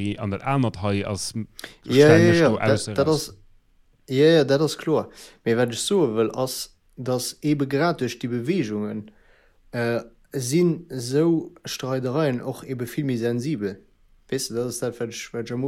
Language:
Luxembourgish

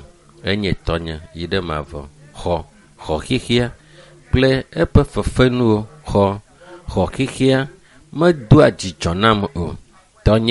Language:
Ewe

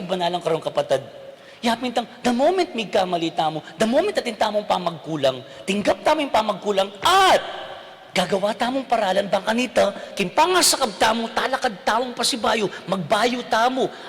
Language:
Pampanga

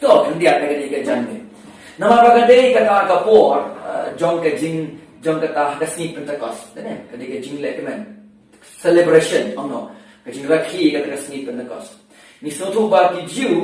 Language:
Khasi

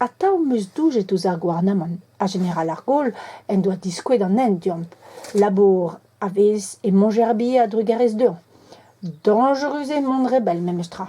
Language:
Breton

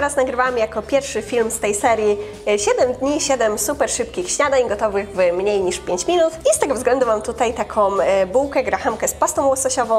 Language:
Polish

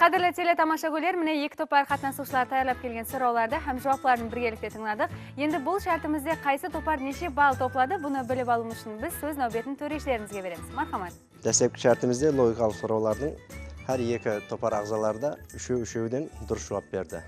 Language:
Kara-Kalpak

